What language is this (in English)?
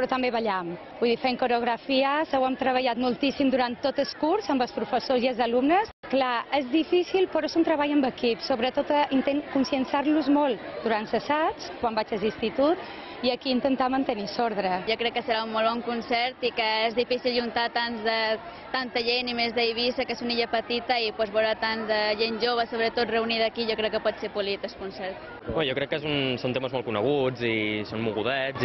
Catalan